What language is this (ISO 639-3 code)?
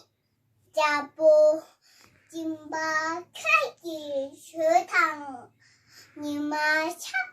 bod